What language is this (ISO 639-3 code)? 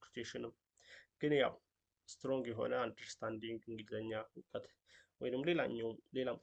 amh